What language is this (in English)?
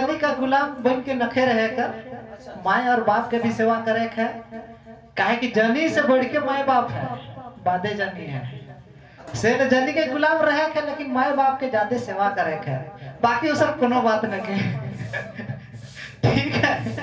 Sadri